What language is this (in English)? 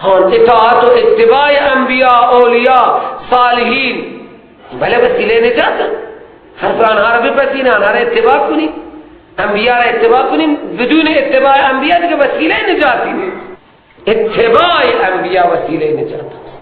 Persian